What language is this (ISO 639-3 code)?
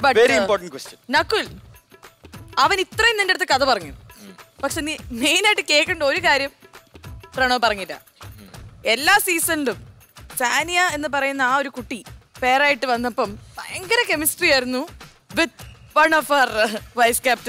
mal